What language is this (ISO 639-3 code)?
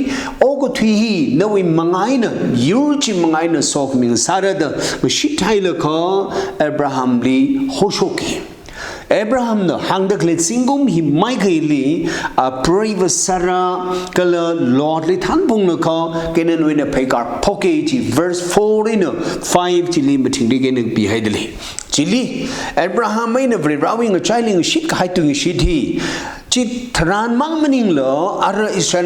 nmf